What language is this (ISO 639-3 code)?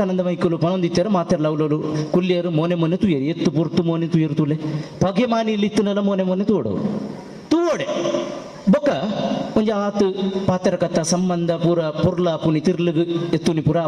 tcy